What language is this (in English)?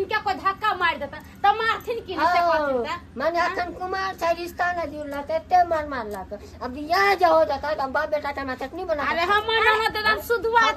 Maithili